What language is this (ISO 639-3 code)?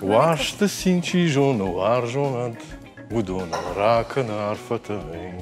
oss